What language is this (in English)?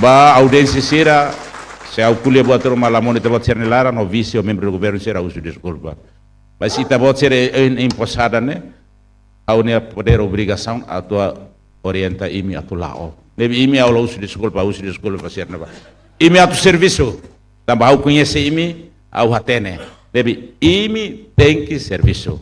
Tetum